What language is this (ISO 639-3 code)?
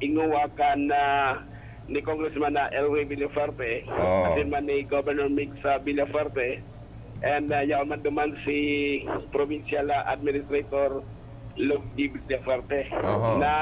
bik